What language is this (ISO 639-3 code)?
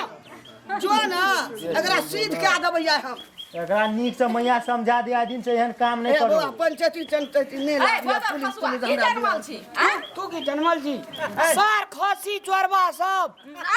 mai